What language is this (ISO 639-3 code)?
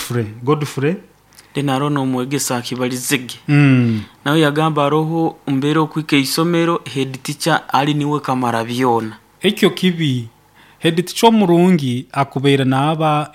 nyo